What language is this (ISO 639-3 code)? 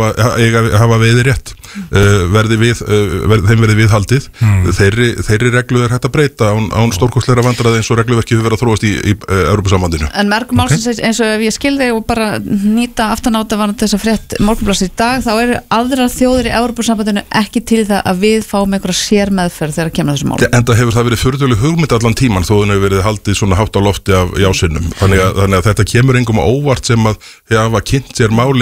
isl